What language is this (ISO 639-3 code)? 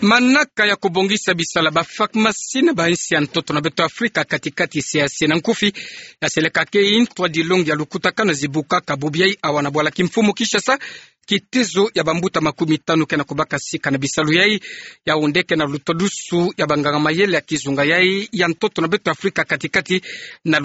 ktu